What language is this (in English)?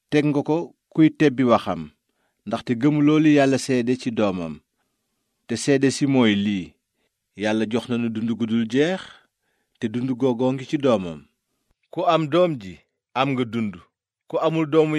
Wolof